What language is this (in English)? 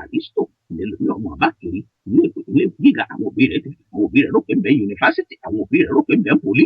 Yoruba